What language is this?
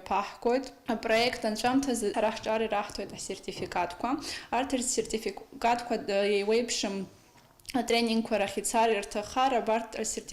Abkhazian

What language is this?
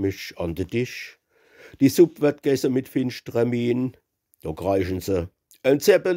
Palatine German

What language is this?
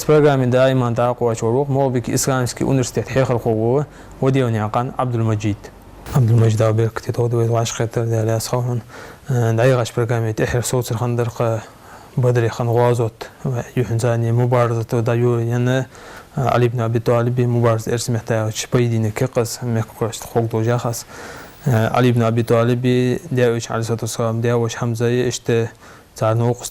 Ingush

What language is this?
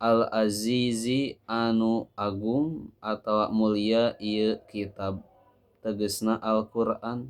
Sundanese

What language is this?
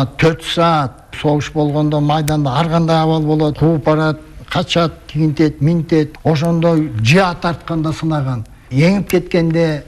Kyrgyz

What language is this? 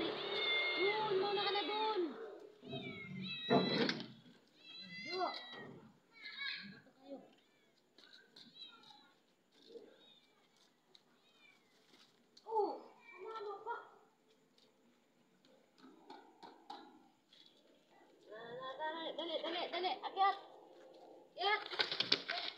Filipino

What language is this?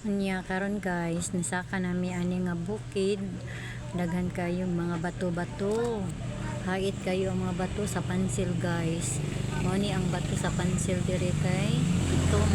Cebuano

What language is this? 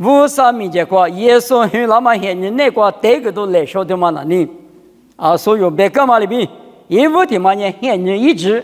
Lisu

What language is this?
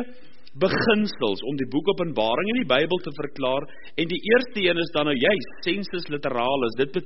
Afrikaans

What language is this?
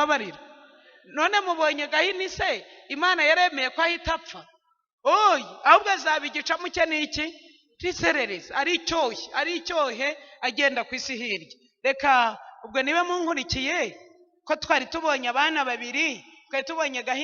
Kinyarwanda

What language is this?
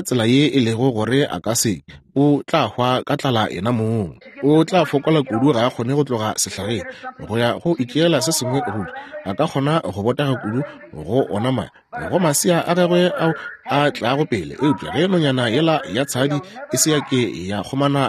Northern Sotho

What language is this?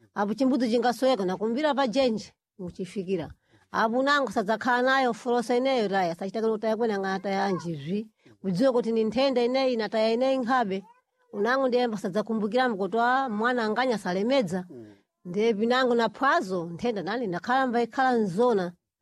Sena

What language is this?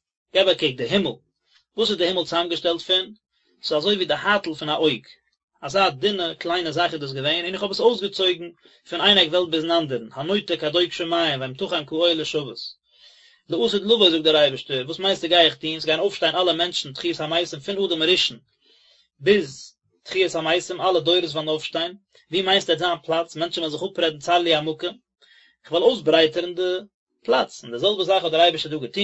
Yiddish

